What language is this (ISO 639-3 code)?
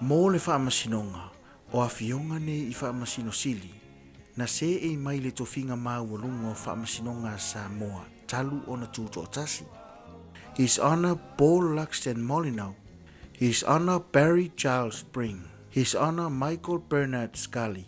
smo